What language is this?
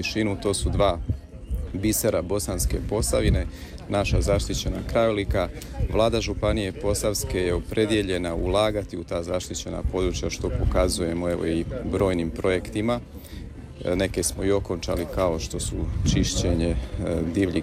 Croatian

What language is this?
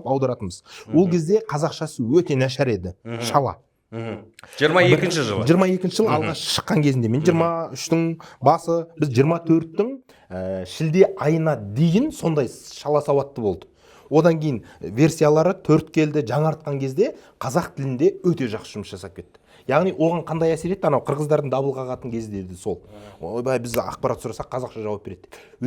Kazakh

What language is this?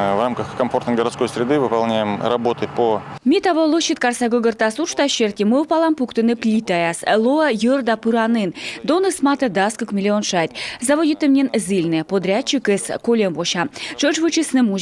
Komi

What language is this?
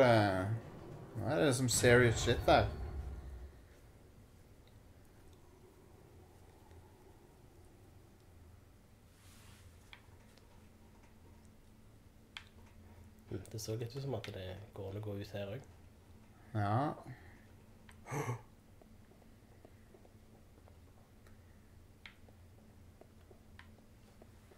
Norwegian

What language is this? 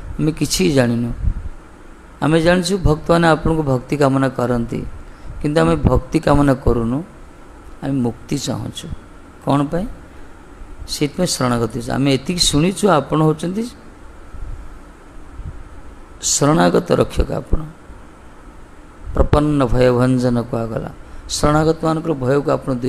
Odia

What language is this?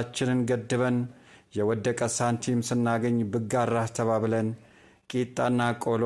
Amharic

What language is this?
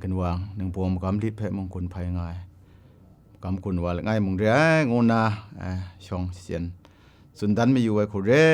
Kachin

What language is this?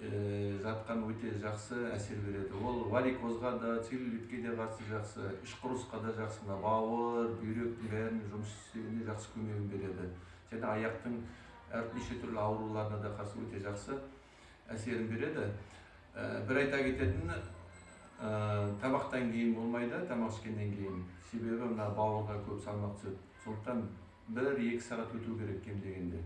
Kazakh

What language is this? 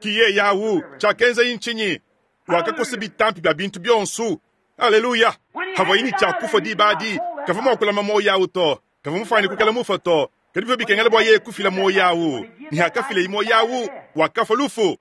Luba-Lulua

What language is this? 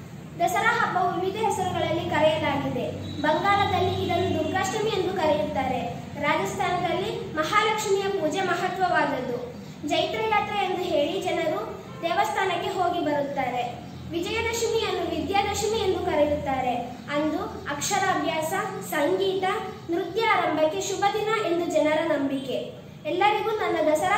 Kannada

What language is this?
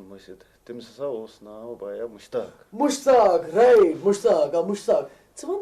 Kashmiri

